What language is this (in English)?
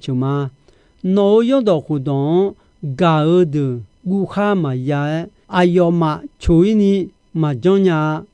Akha